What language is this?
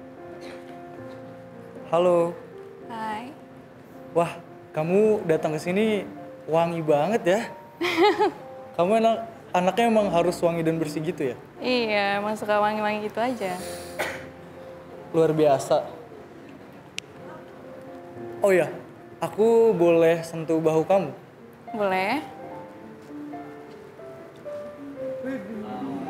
Indonesian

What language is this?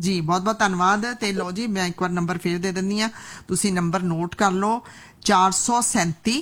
Punjabi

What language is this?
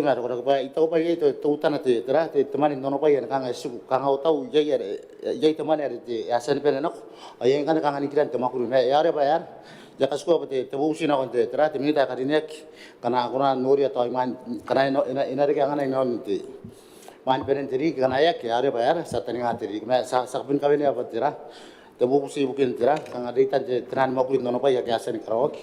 Gilbertese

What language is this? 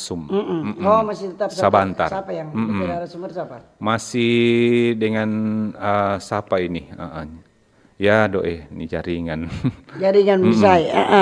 Manado Malay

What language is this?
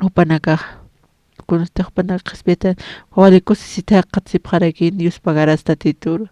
Aymara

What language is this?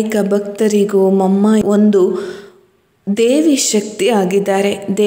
Kannada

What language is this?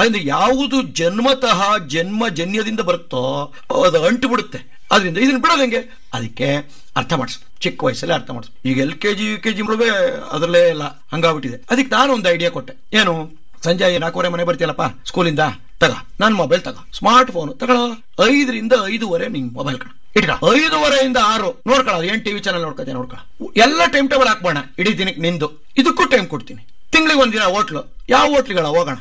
Kannada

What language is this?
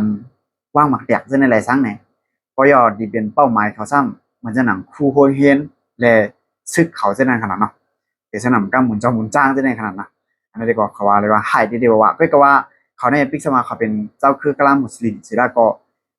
Shan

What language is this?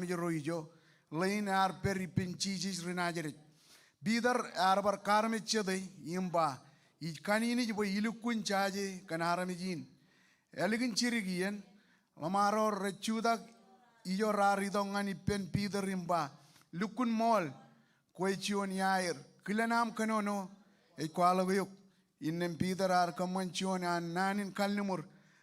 Marshallese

